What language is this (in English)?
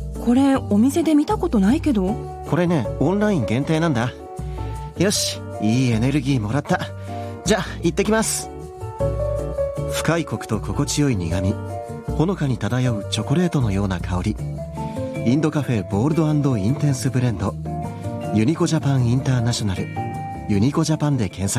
Japanese